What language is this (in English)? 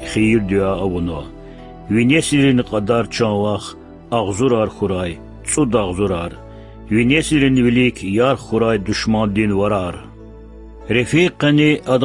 Lezghian